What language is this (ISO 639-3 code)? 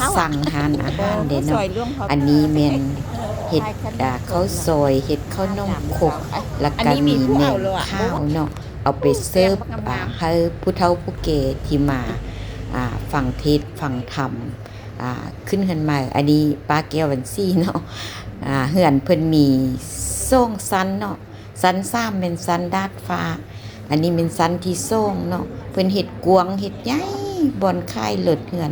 lao